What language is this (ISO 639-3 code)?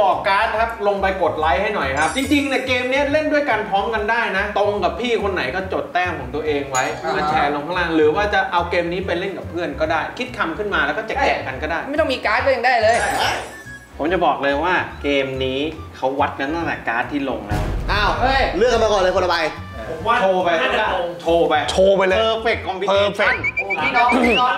tha